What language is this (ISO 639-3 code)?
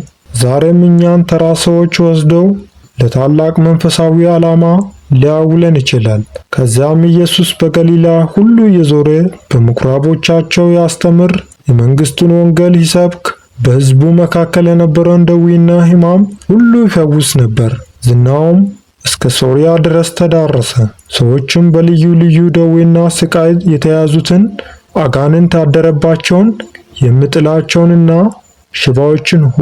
amh